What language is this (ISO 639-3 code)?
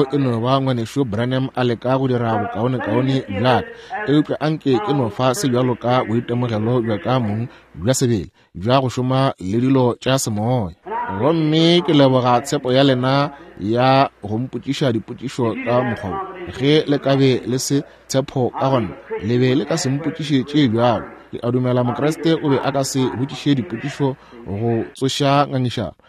nso